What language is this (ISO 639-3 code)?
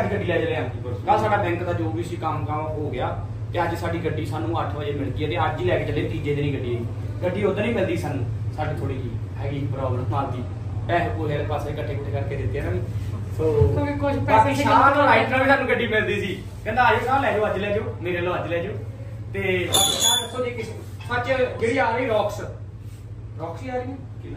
pan